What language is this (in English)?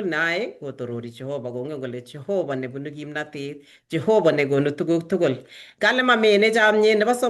Kalenjin